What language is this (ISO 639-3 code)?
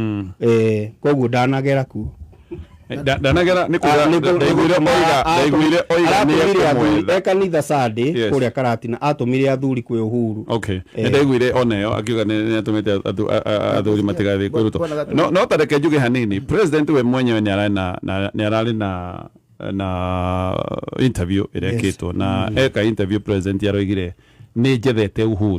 kik